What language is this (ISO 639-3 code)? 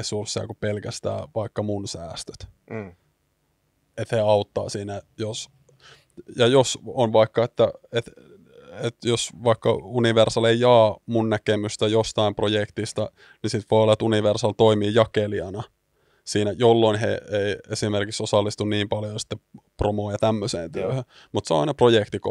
fin